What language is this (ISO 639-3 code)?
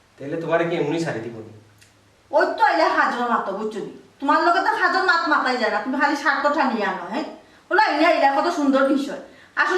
syl